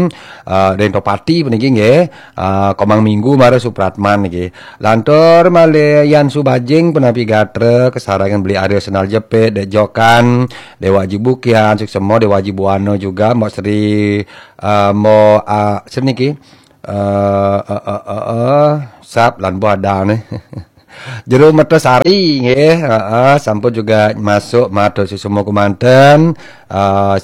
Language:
Balinese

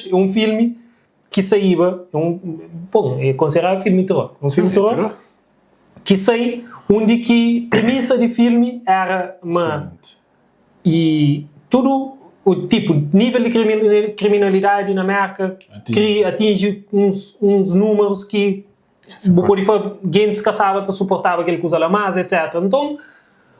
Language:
Kabuverdianu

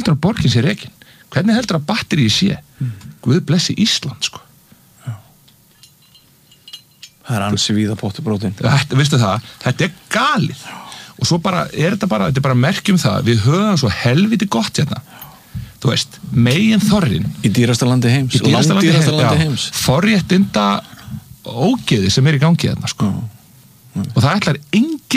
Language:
Icelandic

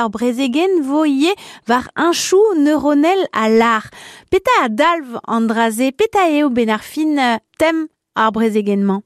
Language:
Breton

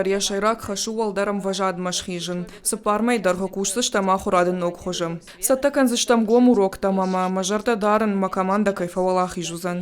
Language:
Ossetic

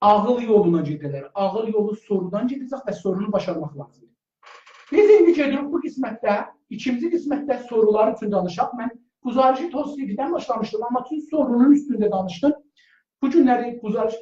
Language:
South Azerbaijani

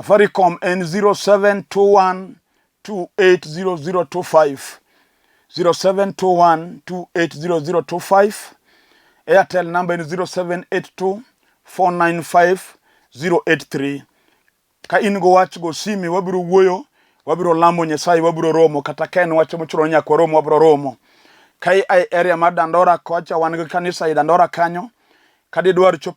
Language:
Luo (Kenya and Tanzania)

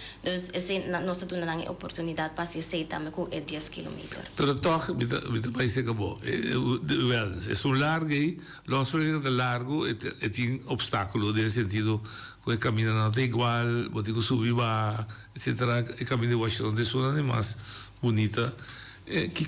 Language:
Papiamento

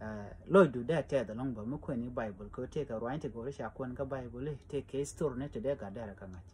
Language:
Nuer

